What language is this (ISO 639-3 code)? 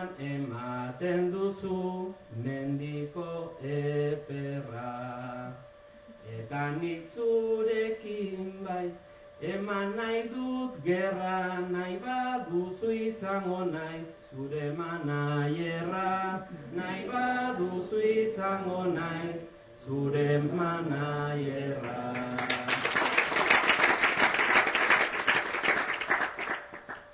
eus